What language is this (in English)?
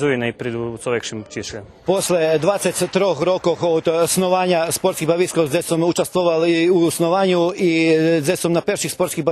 Rusyn